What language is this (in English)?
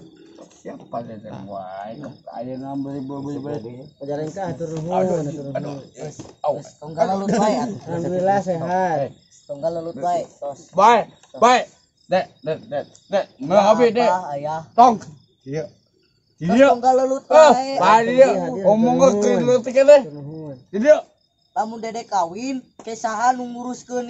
Sundanese